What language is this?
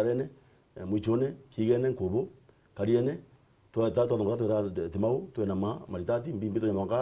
Meru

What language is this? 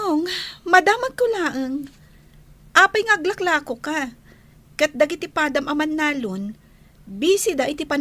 Iloko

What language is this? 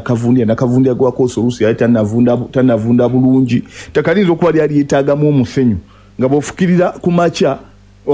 Ganda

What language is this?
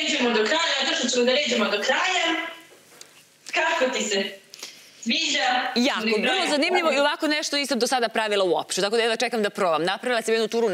Serbian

